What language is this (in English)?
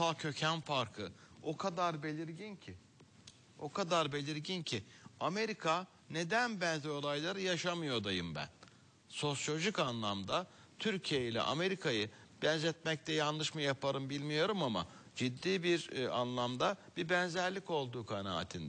Turkish